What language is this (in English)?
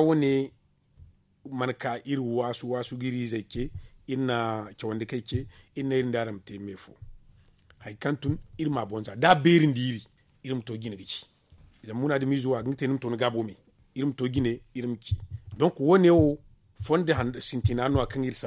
Zarma